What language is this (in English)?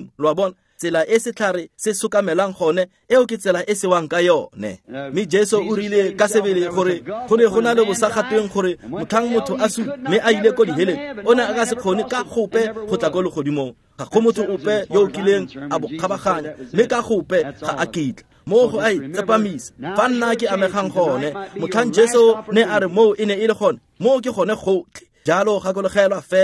Tswana